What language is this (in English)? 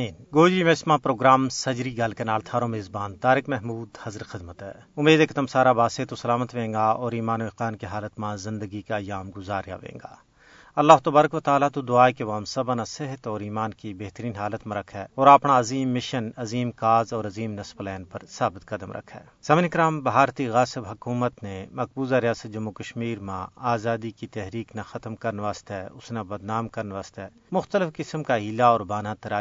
Gujari